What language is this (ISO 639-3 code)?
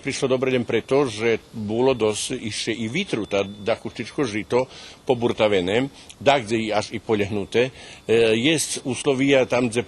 rue